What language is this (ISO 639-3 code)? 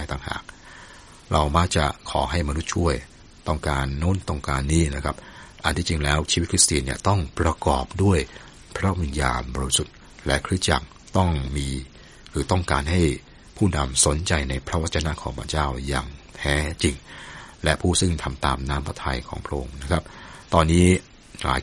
tha